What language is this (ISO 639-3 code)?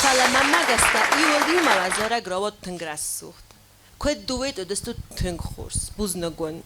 oss